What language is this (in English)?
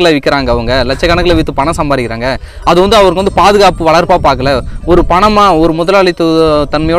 Tamil